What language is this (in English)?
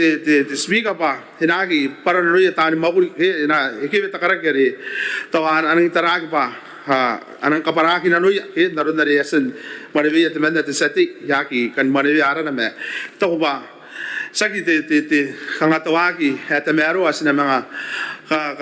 Gilbertese